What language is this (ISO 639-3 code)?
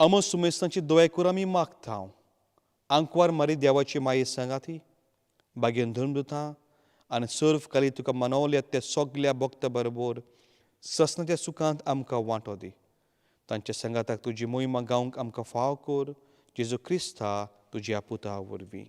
kok